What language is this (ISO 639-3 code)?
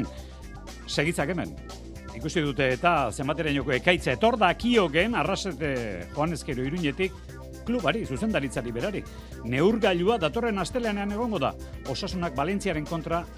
eus